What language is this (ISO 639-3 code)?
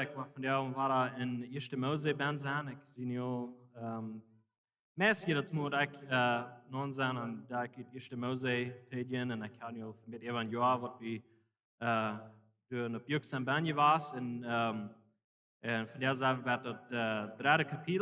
pdt